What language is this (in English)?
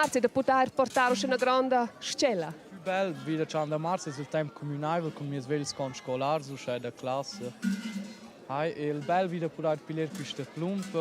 Romansh